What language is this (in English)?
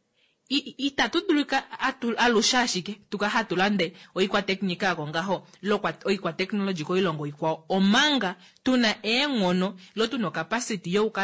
Kuanyama